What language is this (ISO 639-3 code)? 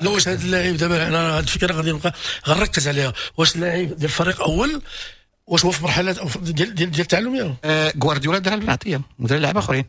ary